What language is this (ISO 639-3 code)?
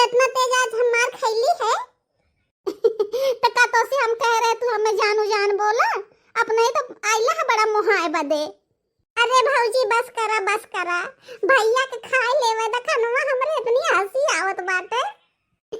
bho